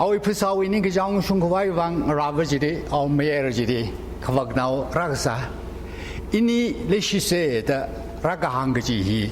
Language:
Tangkhul Naga (India)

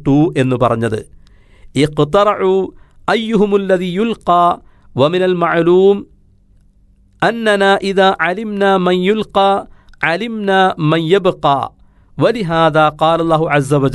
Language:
Malayalam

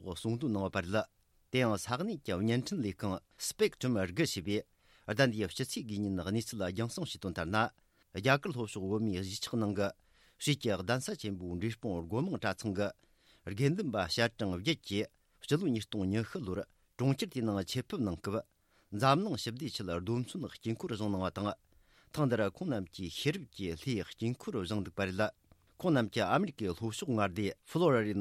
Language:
Tibetan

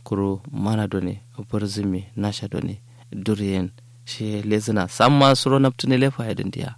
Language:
Kanuri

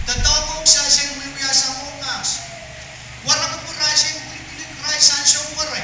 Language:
Pohnpeian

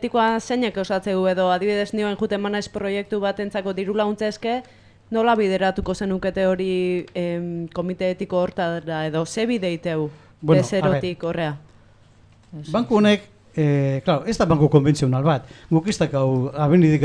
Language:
Basque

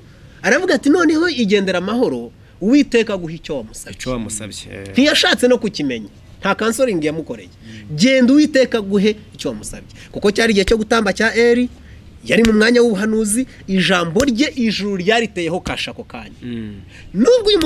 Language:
Kinyarwanda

